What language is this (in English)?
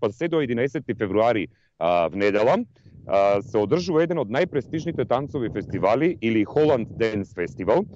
Macedonian